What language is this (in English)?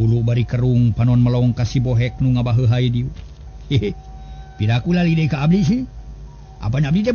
Sundanese